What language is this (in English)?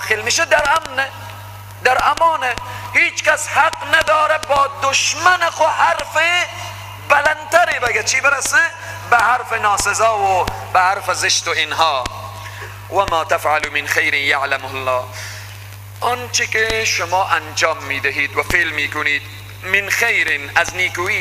Persian